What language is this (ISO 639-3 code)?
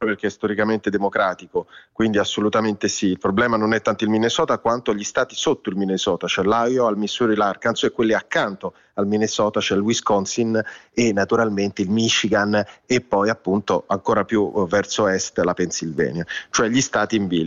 ita